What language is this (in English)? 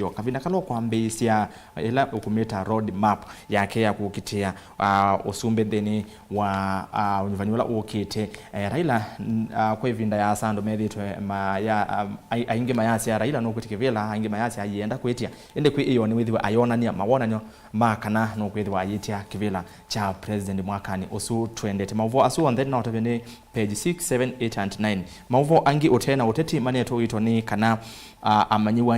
Kamba